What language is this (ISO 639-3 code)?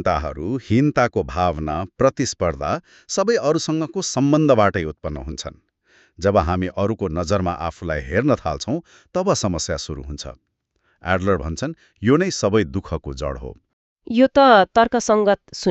nep